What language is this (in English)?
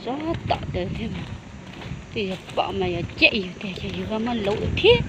Hmong